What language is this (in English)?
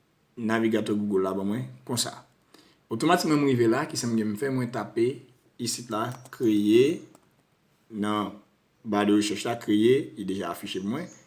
Haitian Creole